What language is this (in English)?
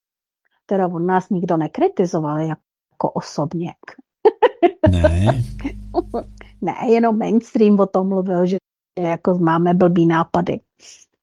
Czech